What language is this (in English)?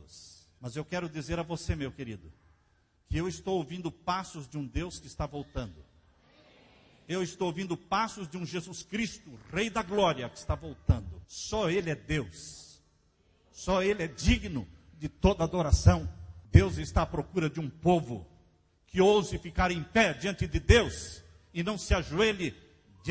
Portuguese